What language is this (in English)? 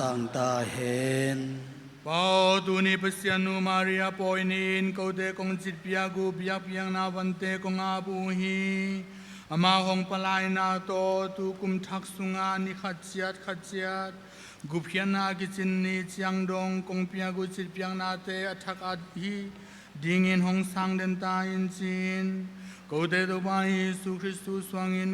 Tedim Chin